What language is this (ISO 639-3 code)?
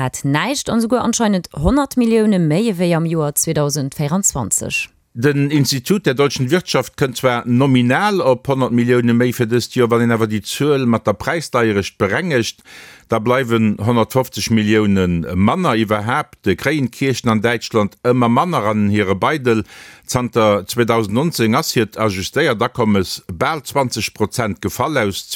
ltz